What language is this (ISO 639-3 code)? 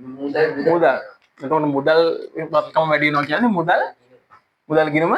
sin